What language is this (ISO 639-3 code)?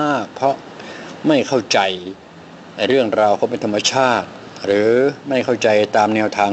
tha